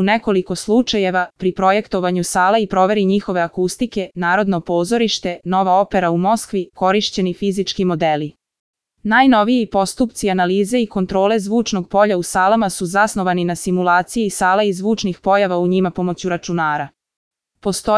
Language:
Serbian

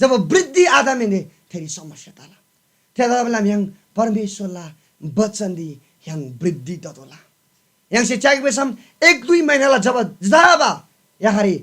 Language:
Eastern Tamang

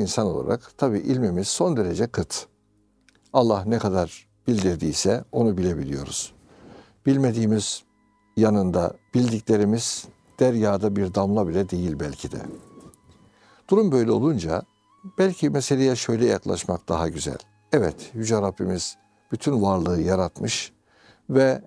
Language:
Turkish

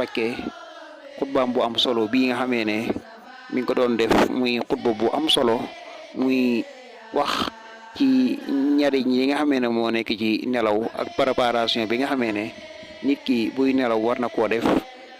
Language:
Wolof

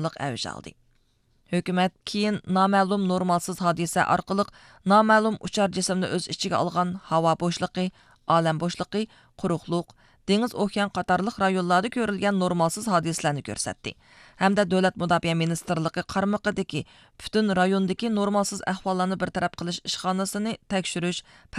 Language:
Uyghur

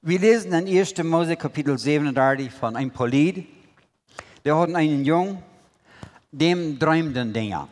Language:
Plautdietsch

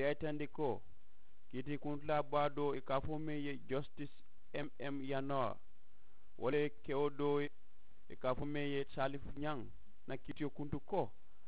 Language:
Mandingo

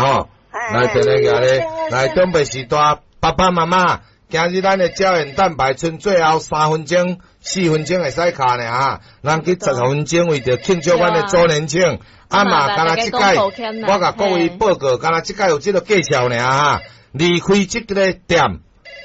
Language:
Min Nan Chinese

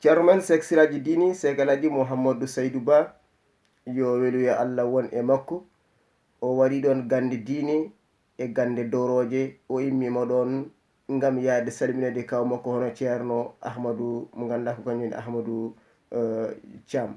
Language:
Fula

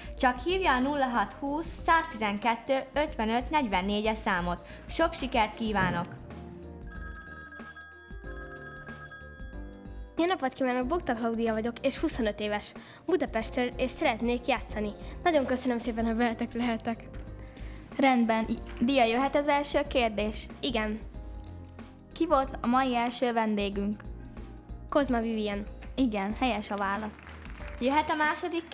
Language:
Hungarian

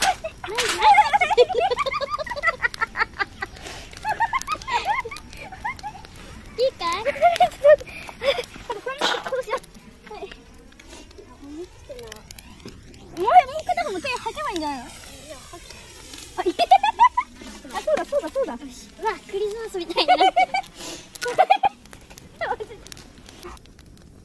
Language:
Japanese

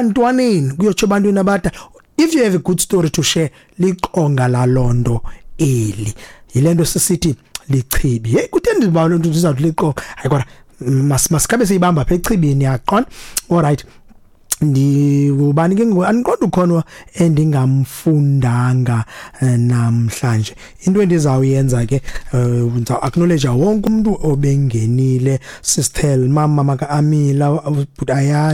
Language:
Xhosa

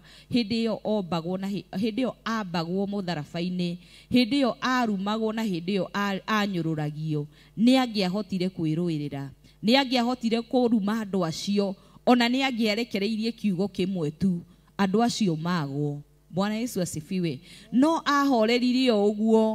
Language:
Kikuyu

